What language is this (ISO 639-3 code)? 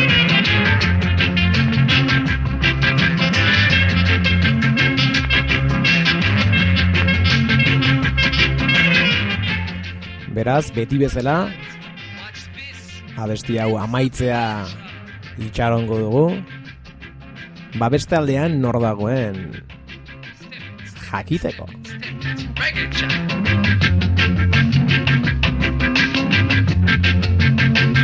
eus